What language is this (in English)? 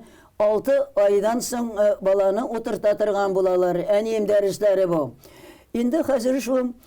Tatar